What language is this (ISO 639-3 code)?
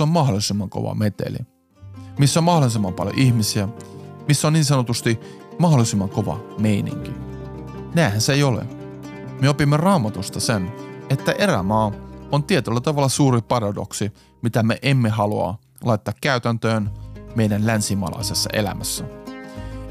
fin